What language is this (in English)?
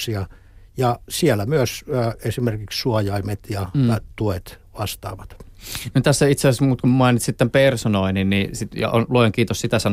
Finnish